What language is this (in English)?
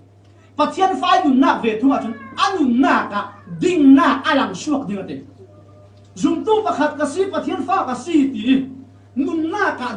Falam Chin